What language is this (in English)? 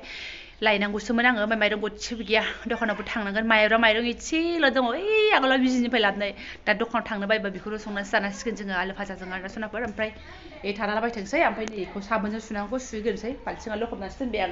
Bodo